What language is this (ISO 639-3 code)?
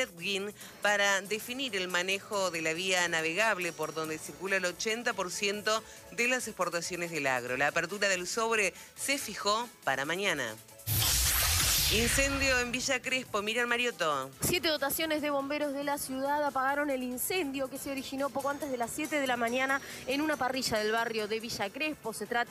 spa